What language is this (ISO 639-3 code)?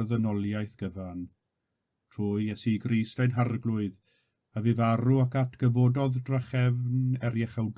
cym